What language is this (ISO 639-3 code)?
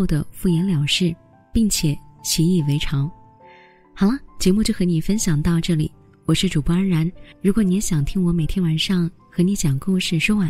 zho